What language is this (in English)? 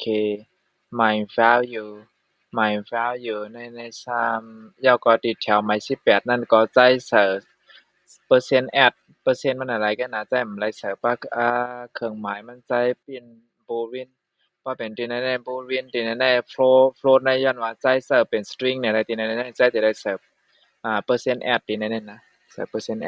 Shan